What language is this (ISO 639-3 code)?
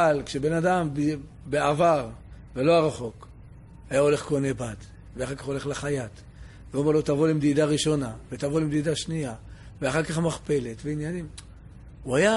heb